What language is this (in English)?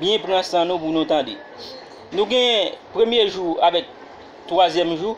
Haitian Creole